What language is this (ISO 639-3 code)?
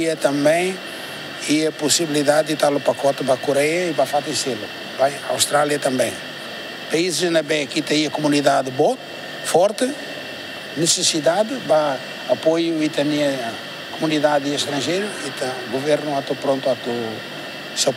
tet